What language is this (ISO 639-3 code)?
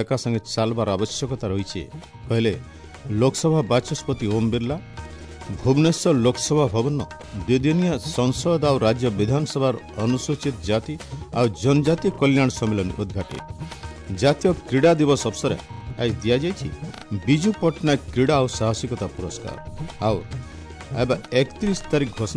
ori